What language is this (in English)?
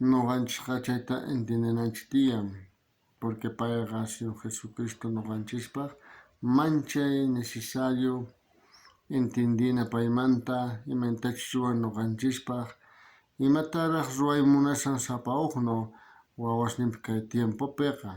South Bolivian Quechua